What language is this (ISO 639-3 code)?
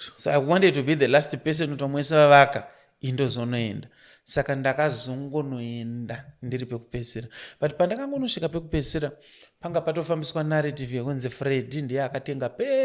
sna